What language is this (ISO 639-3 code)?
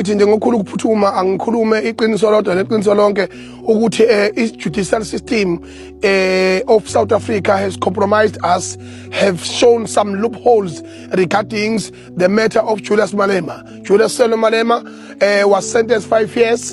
zul